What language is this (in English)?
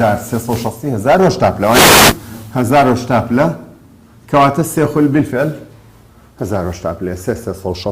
Central Kurdish